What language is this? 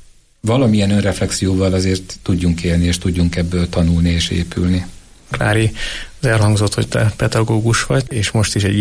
Hungarian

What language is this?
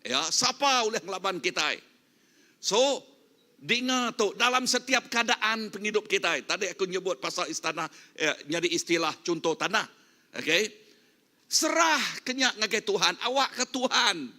Iban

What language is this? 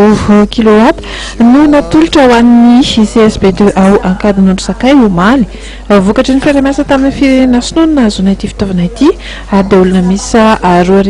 Malagasy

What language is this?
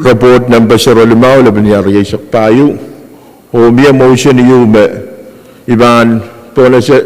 Pohnpeian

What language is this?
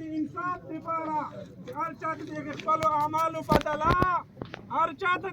Pashto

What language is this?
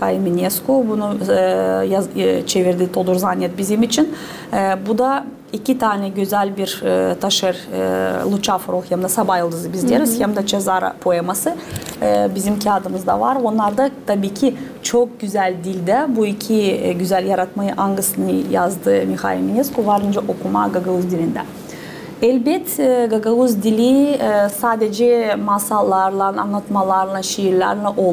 Gagauz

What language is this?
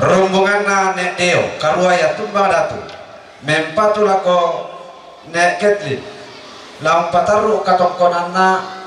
Toraja-Sa'dan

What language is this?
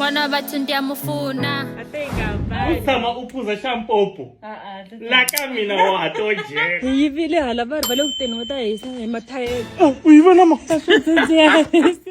Tsonga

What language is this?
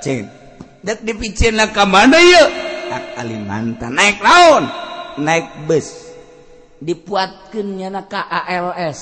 Sundanese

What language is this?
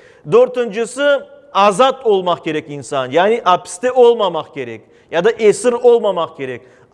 Crimean Tatar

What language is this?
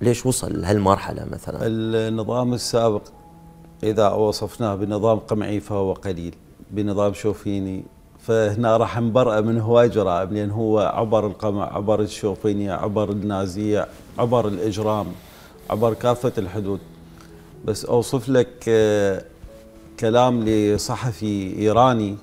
Mesopotamian Arabic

